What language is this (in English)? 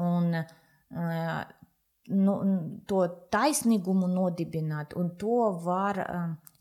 Latvian